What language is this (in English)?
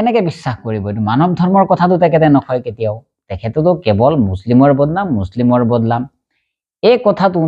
Assamese